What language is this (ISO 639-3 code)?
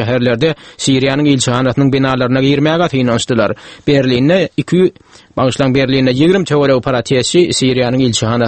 tuk